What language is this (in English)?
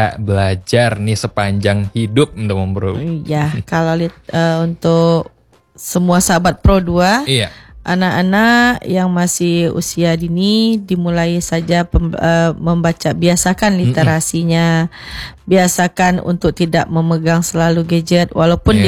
Indonesian